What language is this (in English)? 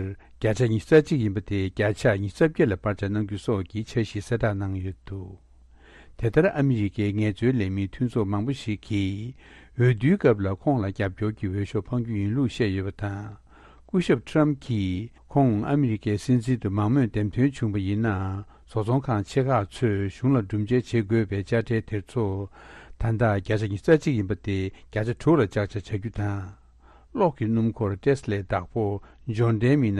Tibetan